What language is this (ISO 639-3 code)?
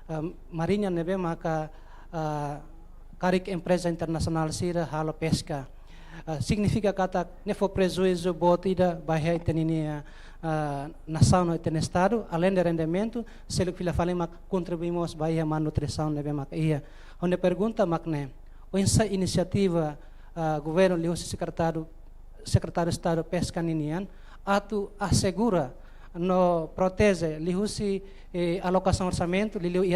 tet